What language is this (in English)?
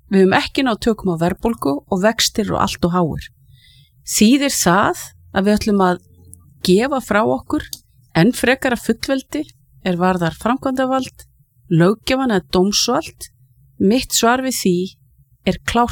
Icelandic